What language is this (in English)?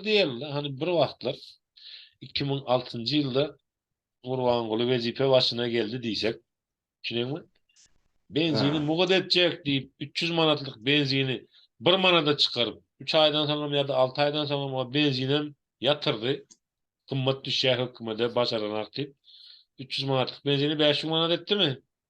Turkmen